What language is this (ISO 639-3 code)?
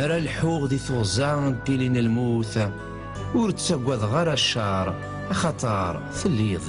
kab